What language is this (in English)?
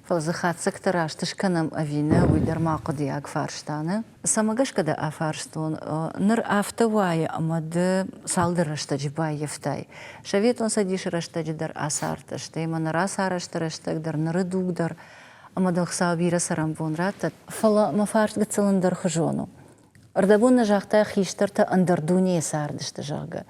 Ossetic